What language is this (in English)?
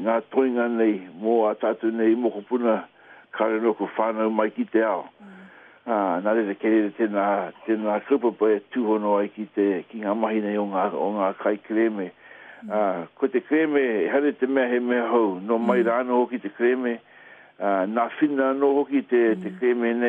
Māori